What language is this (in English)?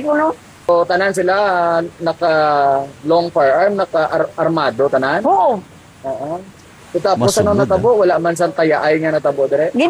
Hiligaynon